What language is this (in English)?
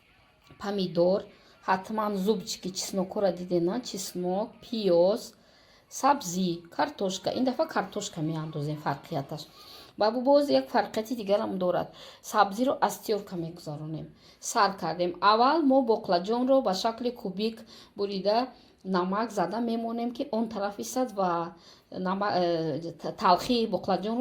Tajik